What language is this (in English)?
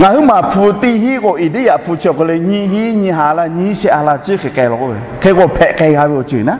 Lahu